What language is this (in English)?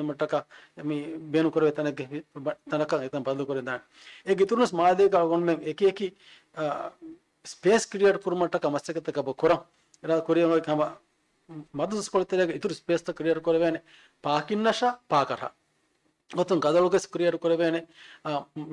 Divehi